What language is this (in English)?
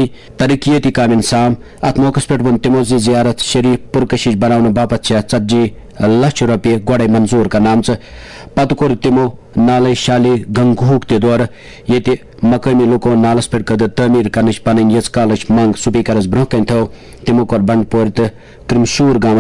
Kashmiri